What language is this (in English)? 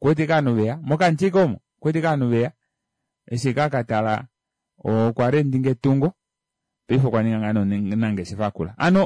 Kuanyama